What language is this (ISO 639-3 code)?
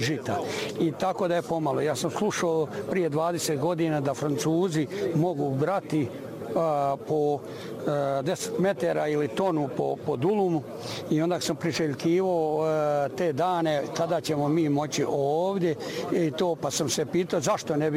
bos